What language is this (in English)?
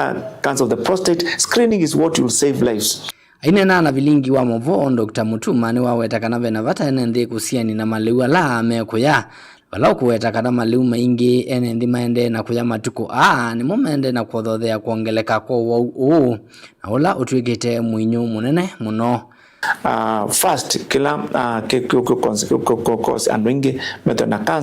Kamba